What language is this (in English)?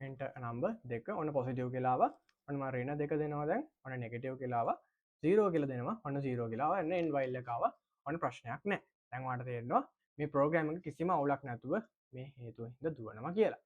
Sinhala